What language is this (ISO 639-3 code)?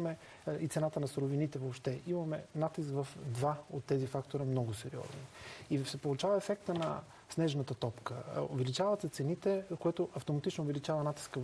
bul